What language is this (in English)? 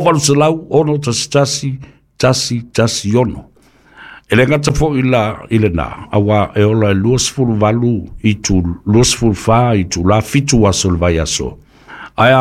Samoan